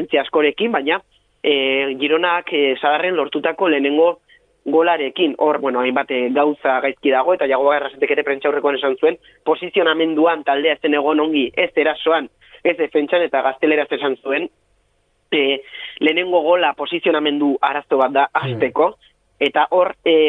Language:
Basque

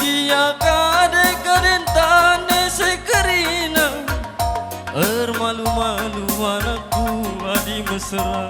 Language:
Batak Karo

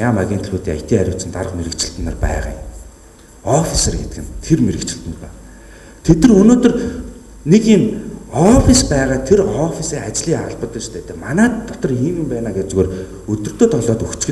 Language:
Mongolian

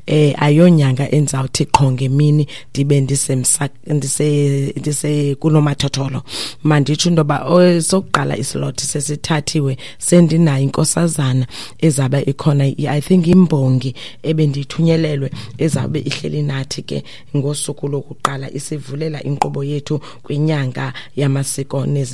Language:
Xhosa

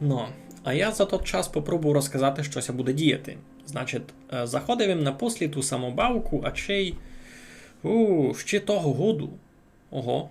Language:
Rusyn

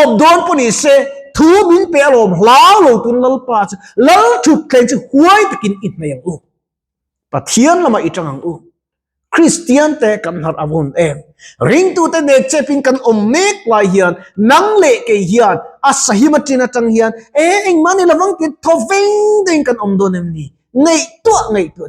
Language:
Mizo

